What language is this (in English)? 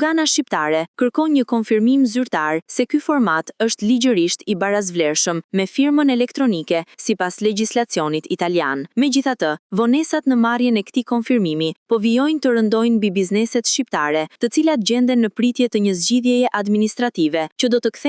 Albanian